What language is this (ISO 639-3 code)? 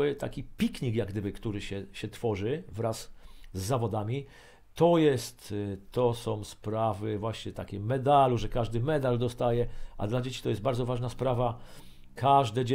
pol